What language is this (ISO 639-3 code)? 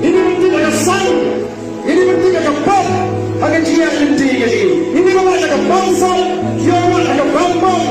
kha